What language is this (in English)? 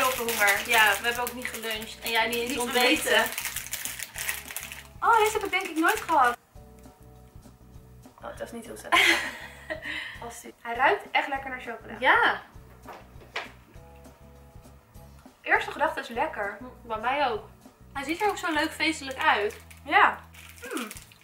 Dutch